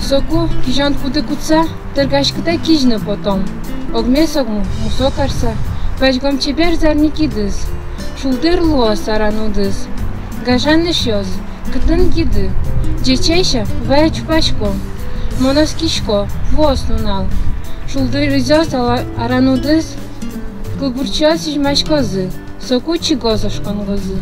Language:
Udmurt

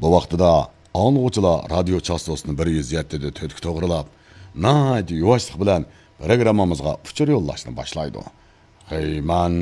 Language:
Uyghur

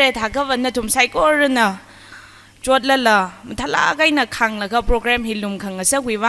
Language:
Tangkhul Naga (India)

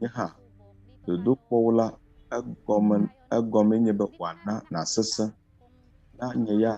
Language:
Ewe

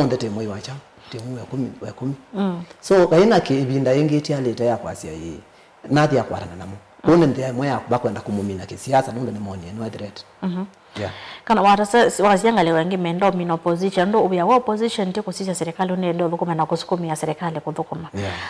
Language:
Kamba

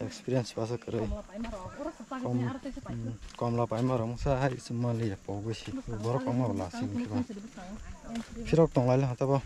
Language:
Kok Borok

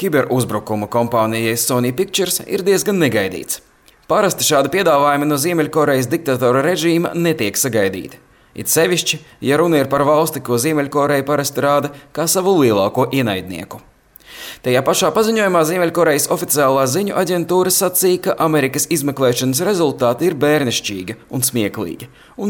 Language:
Latvian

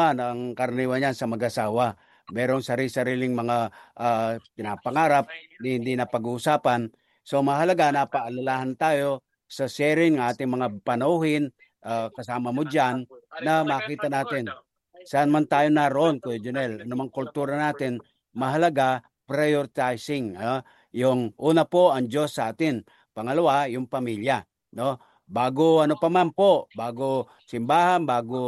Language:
Filipino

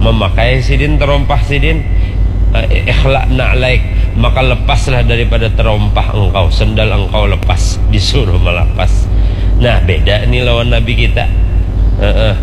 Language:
Banjar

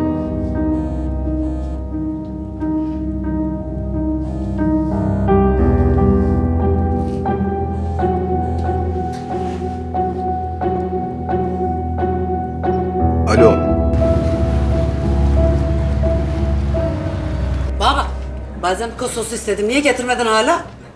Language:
Turkish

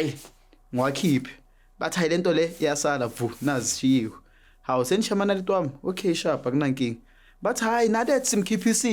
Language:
Zulu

